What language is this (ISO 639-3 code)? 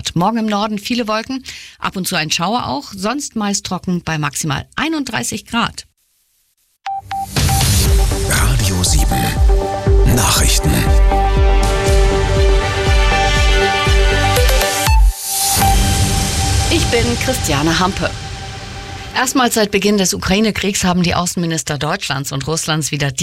deu